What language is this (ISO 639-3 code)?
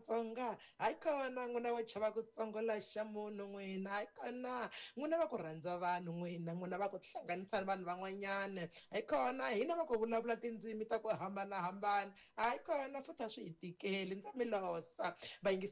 tso